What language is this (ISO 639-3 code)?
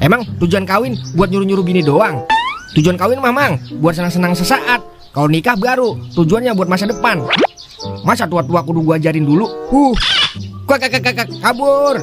bew